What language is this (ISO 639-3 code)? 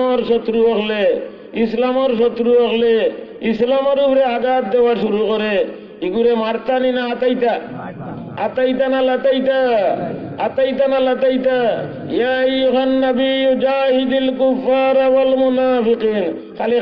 syl